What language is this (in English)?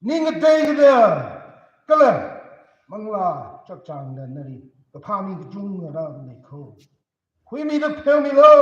Tangkhul Naga (India)